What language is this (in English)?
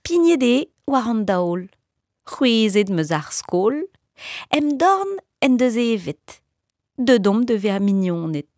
Breton